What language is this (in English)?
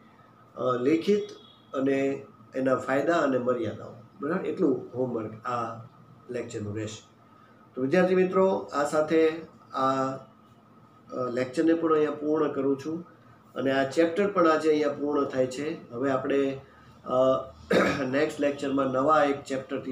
Gujarati